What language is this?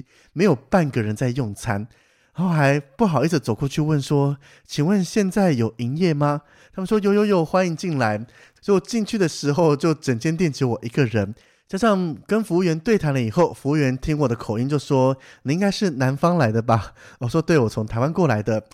Chinese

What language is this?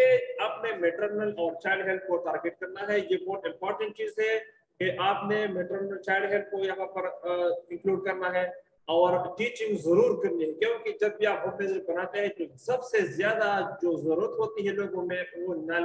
Hindi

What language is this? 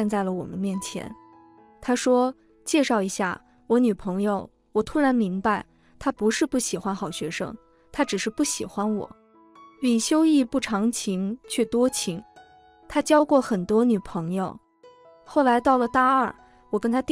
Chinese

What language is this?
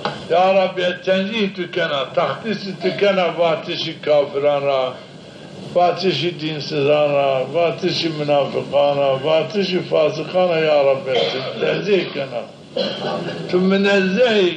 Zaza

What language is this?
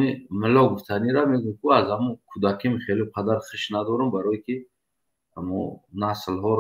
Tajik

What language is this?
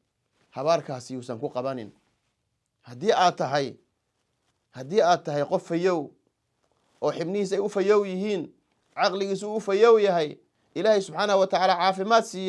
Somali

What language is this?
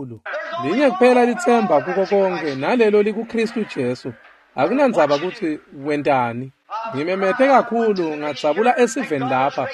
Swati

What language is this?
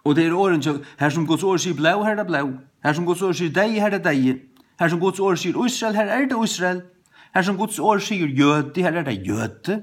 Faroese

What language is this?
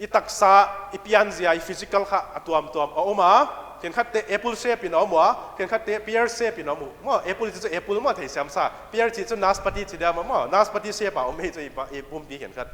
Paite Chin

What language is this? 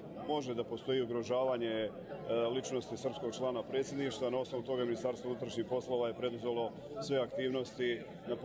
Croatian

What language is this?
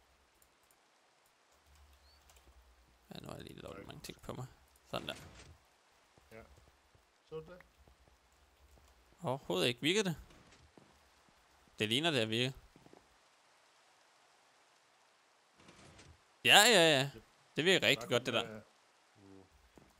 Danish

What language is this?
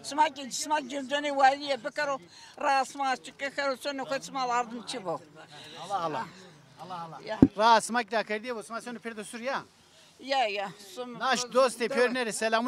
Zaza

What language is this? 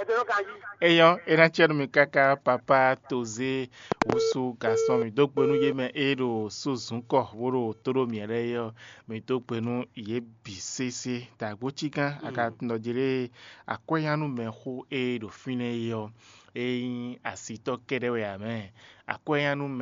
Fon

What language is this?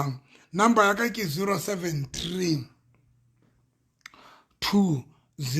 Southern Sotho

